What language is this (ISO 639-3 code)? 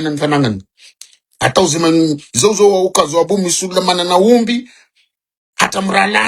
mlg